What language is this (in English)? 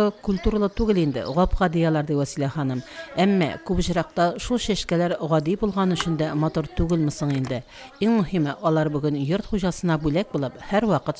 Tatar